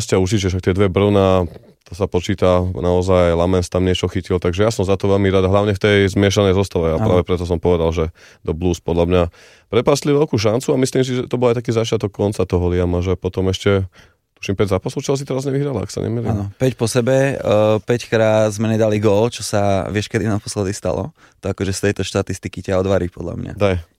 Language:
Slovak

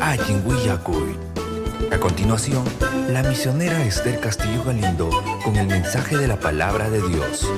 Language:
Ayacucho Quechua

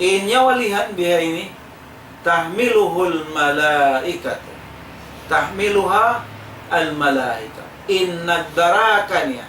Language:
Tausug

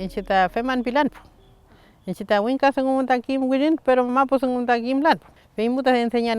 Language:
Mapuche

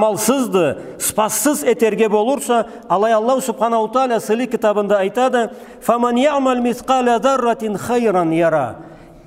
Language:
Karachay-Balkar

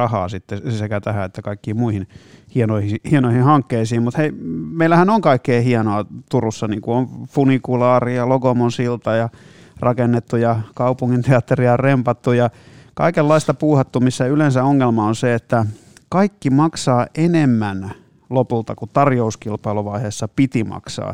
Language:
Finnish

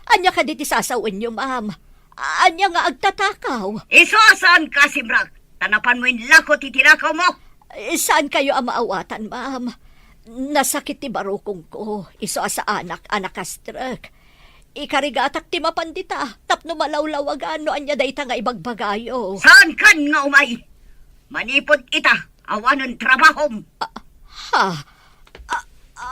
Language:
Iloko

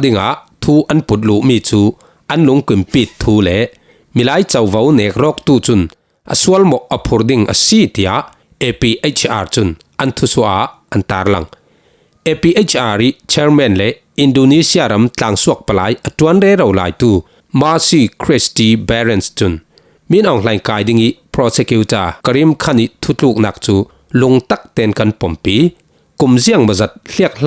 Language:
Falam Chin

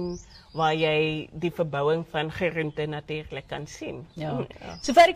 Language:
Afrikaans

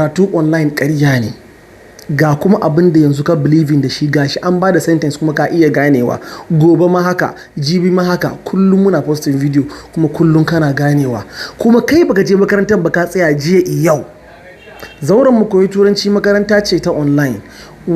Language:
Hausa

